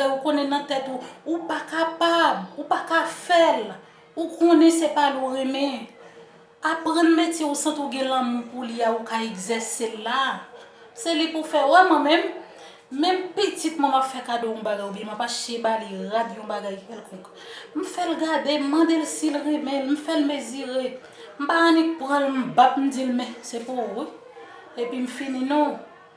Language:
Haitian Creole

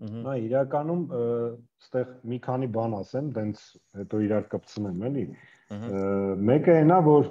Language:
Armenian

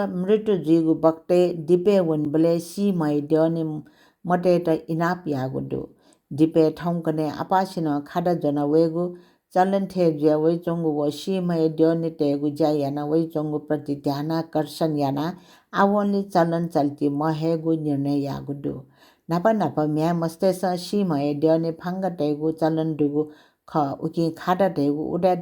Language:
Newari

